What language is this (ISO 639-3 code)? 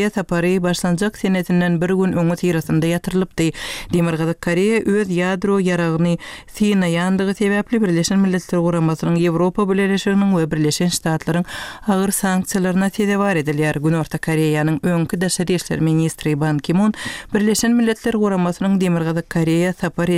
tuk